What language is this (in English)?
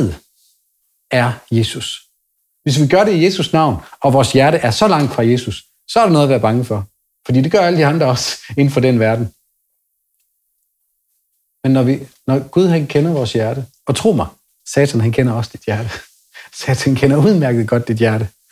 Danish